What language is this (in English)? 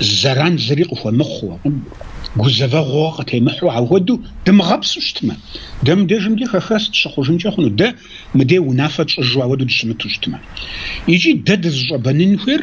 Kabardian